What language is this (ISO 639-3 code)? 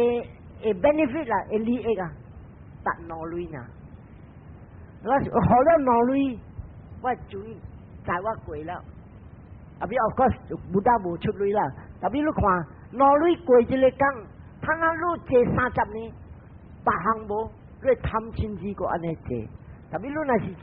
nan